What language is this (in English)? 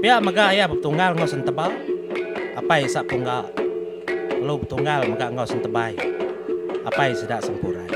Iban